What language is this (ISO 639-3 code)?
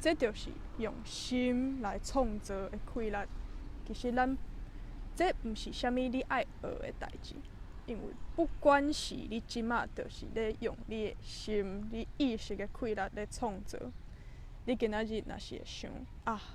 nan